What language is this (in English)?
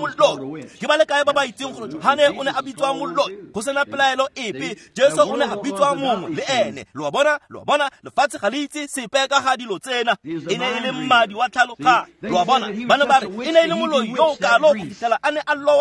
Tswana